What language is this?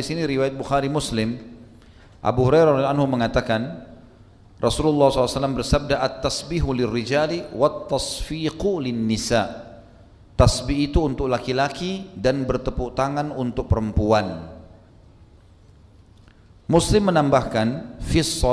Indonesian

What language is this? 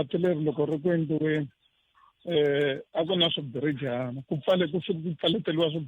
Tsonga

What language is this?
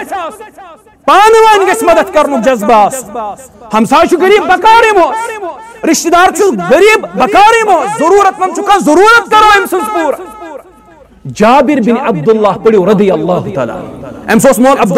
Kashmiri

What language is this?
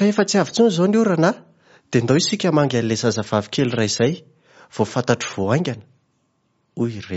Malagasy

